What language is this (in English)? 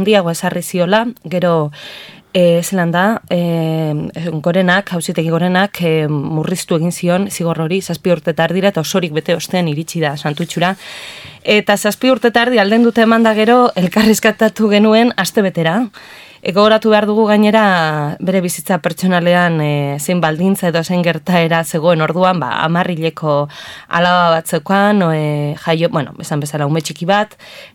Basque